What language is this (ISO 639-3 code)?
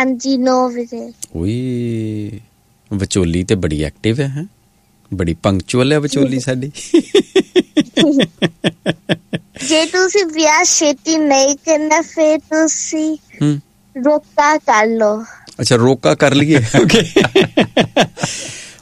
pan